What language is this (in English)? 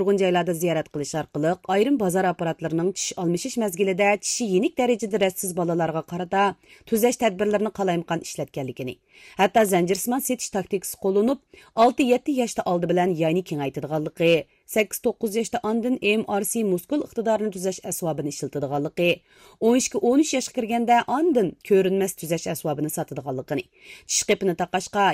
Uyghur